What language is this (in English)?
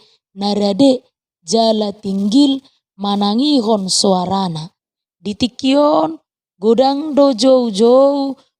Batak Toba